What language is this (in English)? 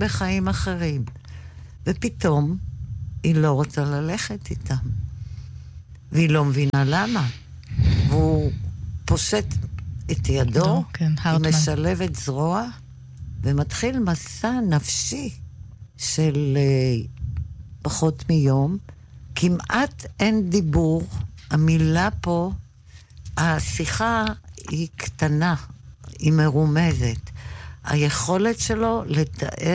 Hebrew